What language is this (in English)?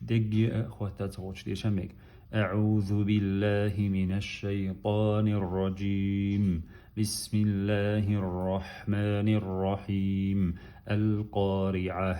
Chechen